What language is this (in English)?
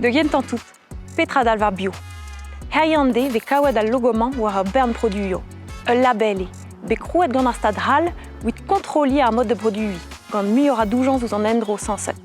Breton